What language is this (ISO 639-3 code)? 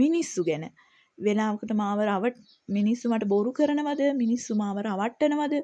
sin